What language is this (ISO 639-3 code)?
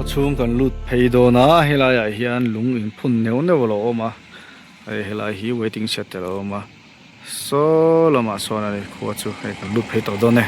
lus